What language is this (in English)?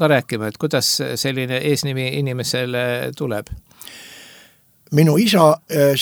Estonian